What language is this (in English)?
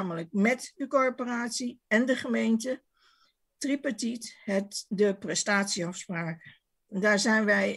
Dutch